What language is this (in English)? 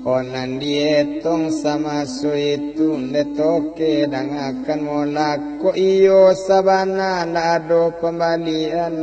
Minangkabau